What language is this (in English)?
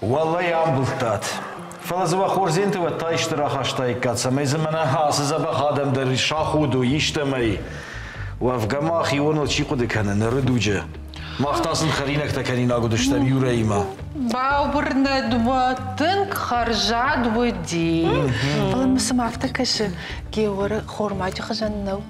Ossetic